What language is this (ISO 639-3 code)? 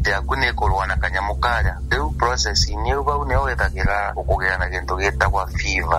mer